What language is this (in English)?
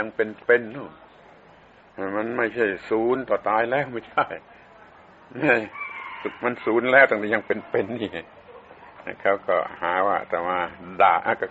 Thai